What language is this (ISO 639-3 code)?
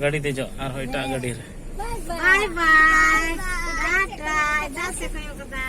sat